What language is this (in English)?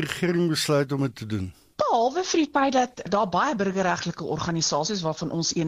Afrikaans